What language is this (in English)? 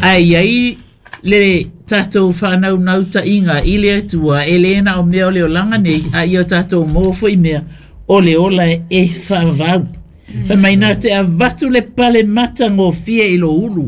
Samoan